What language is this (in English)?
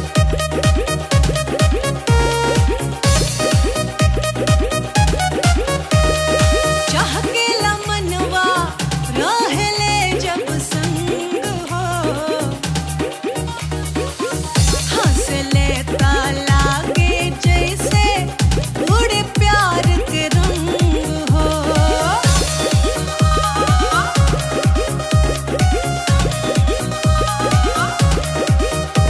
Bhojpuri